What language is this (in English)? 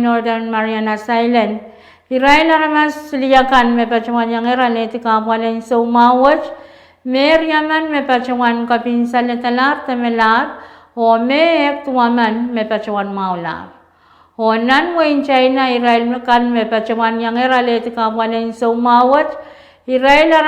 Pohnpeian